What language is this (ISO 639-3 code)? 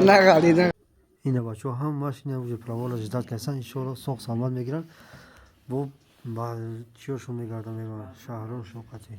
tgk